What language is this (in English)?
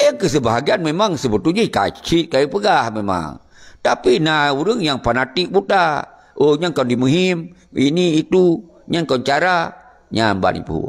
Achinese